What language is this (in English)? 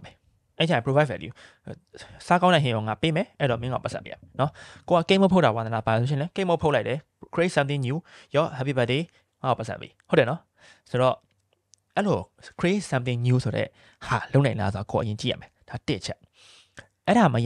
Burmese